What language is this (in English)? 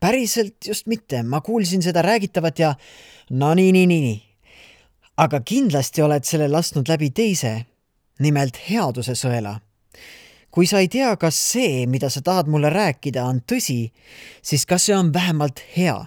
Estonian